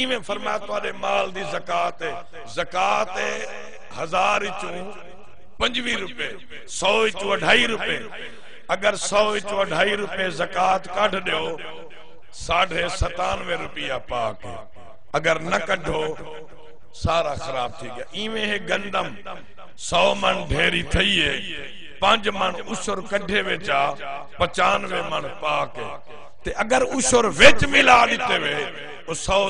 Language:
Saraiki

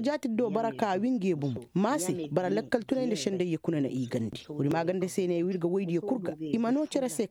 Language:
Koyraboro Senni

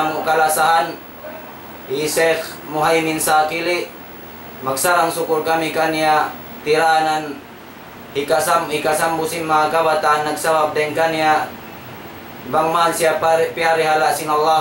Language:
Tausug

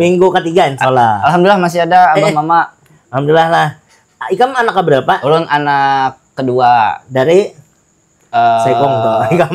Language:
Banjar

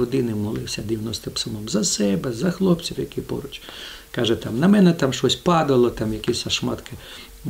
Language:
Ukrainian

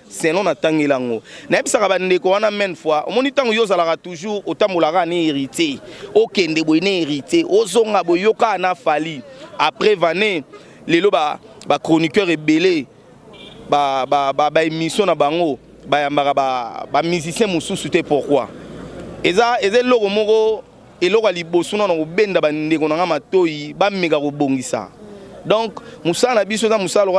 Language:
Lingala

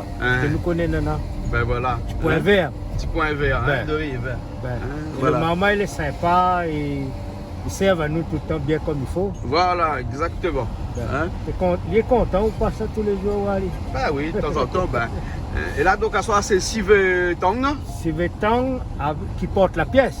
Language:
Réunion Creole French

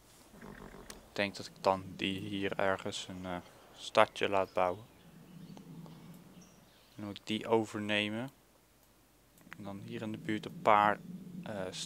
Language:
Dutch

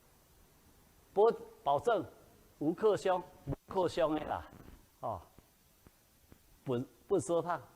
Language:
Min Nan Chinese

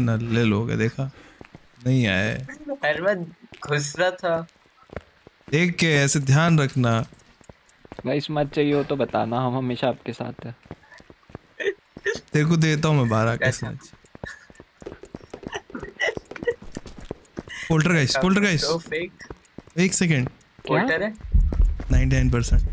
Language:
Hindi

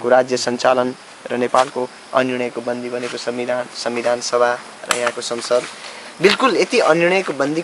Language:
Nepali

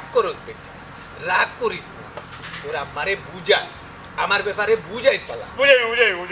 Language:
Sylheti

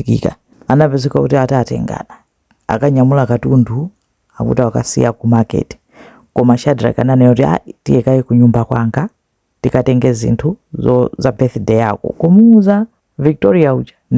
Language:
Nyanja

